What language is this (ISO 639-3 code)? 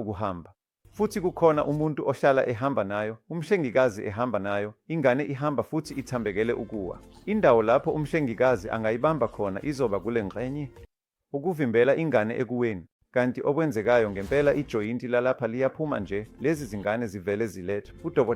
zul